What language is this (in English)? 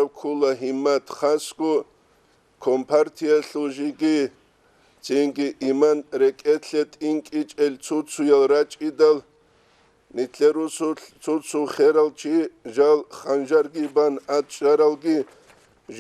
Avaric